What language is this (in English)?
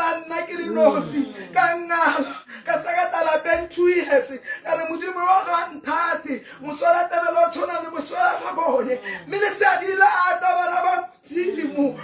Tswana